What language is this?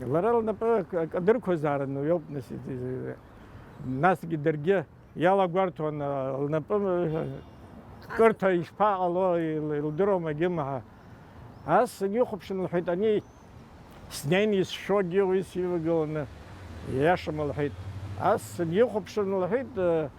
Abkhazian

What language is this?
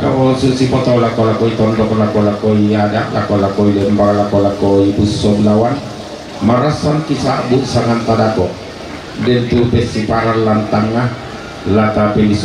Toraja-Sa'dan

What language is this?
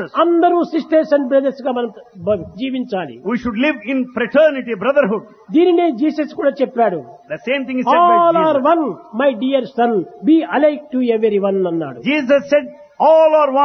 Telugu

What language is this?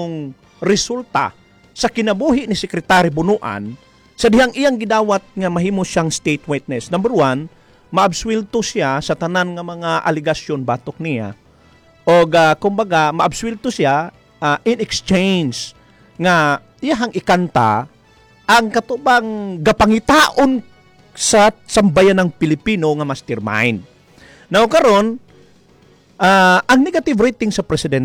Cebuano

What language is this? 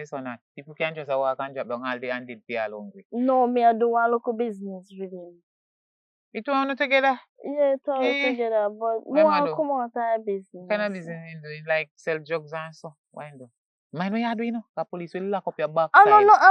Jamaican Creole English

